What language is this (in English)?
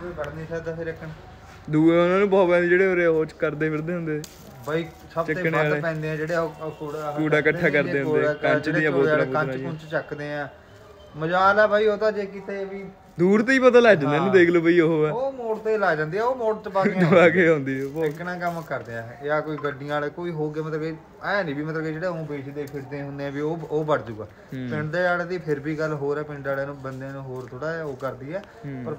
Punjabi